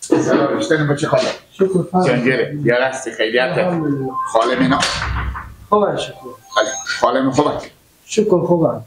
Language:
Persian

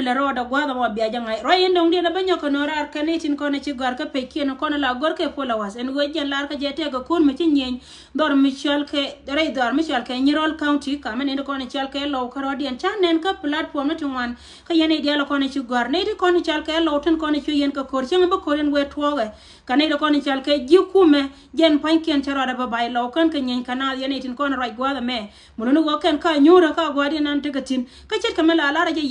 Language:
Nuer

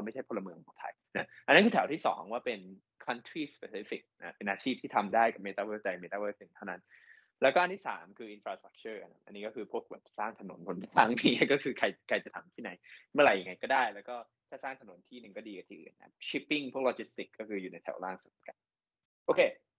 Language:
Thai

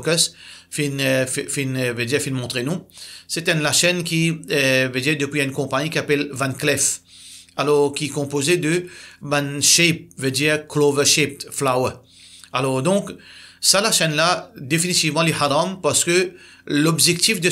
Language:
Morisyen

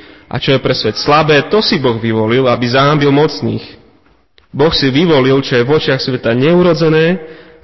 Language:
Slovak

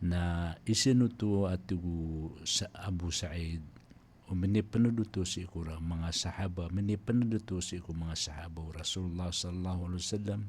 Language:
Maranao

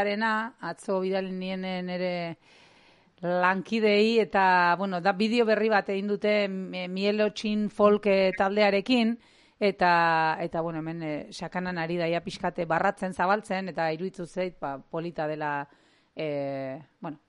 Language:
Basque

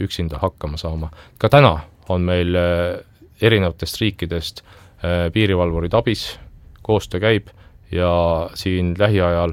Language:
Estonian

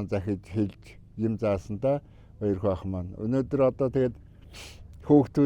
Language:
Mongolian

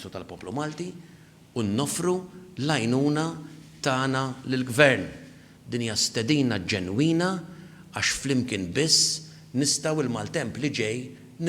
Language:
Maltese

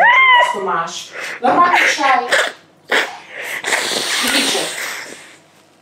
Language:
Czech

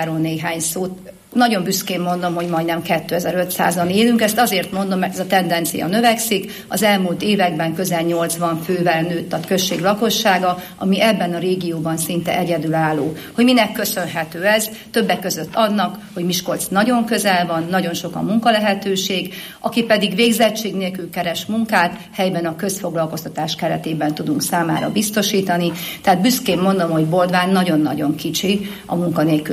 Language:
Hungarian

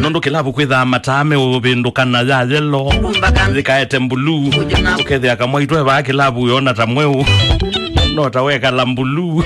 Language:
Kamba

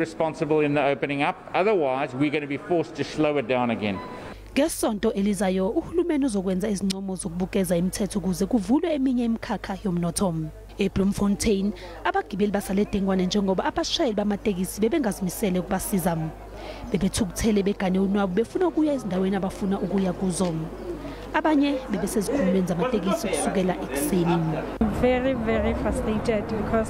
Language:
Zulu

